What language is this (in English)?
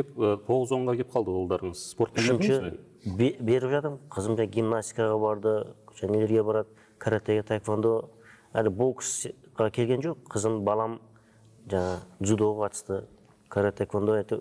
Kazakh